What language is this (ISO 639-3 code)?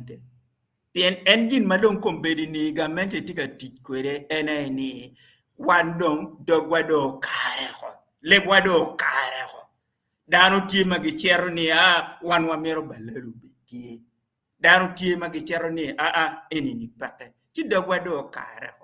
ach